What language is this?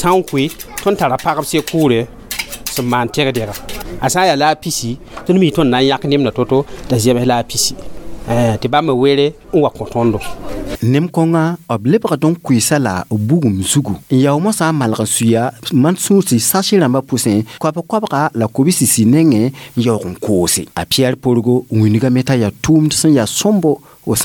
Mossi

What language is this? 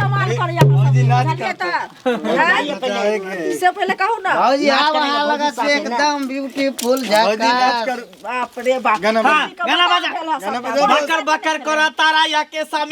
Maithili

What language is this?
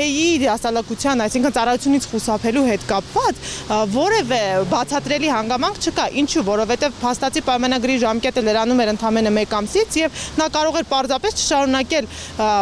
Armenian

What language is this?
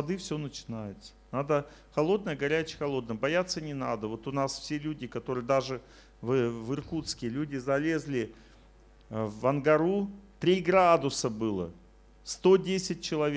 Russian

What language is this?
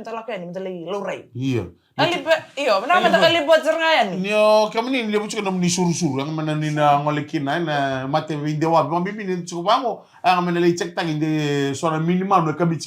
Fijian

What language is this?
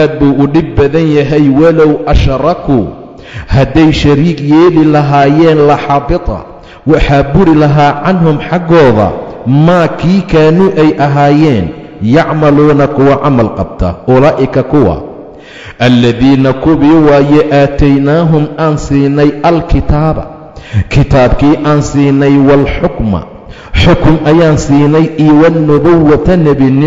Somali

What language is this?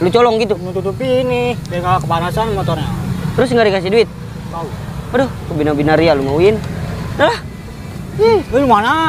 Betawi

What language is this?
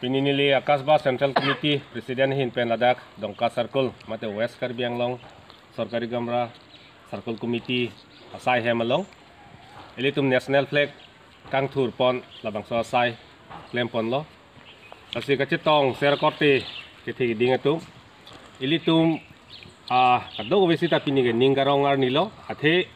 Karbi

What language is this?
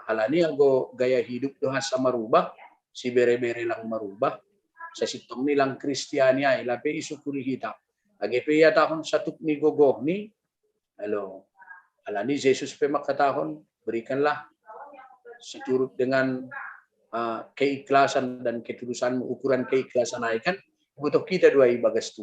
Batak Simalungun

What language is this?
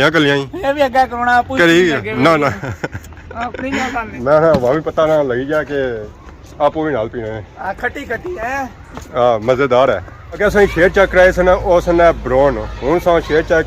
Pahari-Potwari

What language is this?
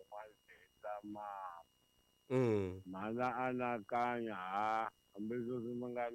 Tsonga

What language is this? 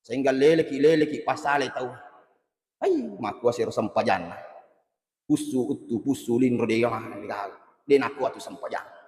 Buginese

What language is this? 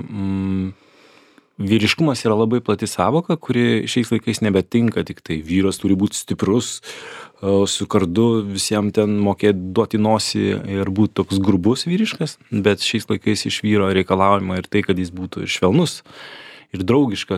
Lithuanian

